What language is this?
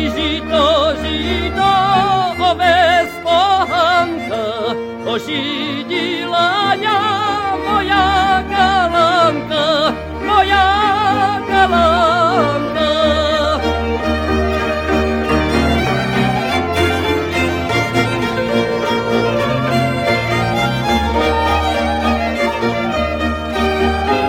Slovak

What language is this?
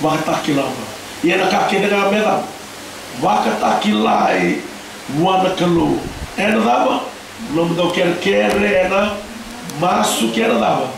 Fijian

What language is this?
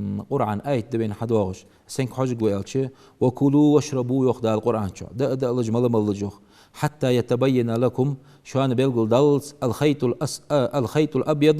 Ingush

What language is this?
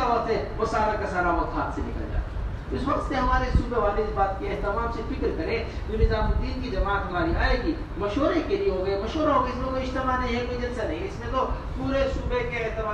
Urdu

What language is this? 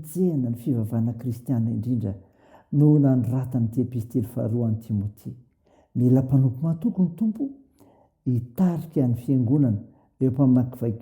Malagasy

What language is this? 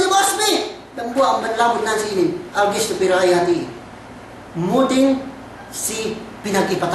Yakan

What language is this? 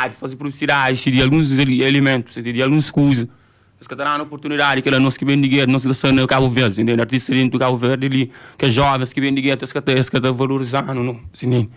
Kabuverdianu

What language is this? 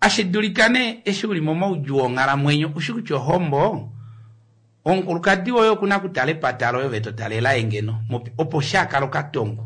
Kuanyama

